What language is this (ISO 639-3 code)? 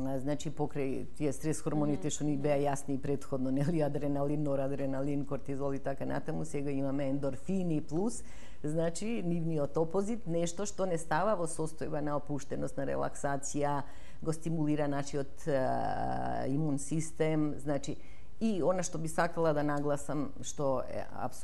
mkd